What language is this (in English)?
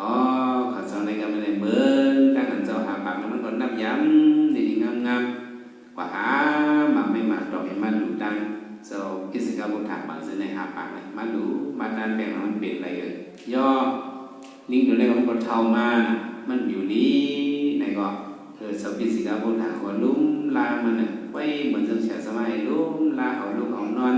Shan